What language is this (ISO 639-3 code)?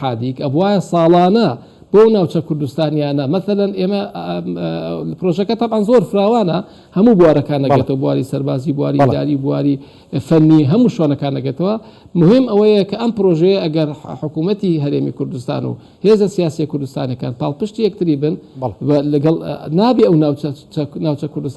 ckb